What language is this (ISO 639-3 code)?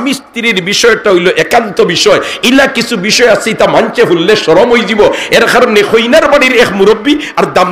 syl